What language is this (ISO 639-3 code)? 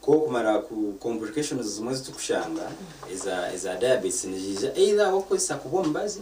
nyn